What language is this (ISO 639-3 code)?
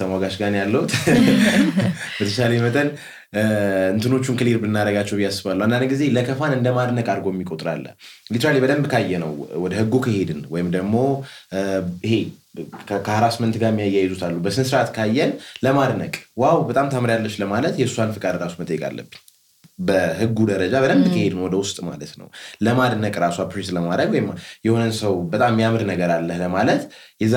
amh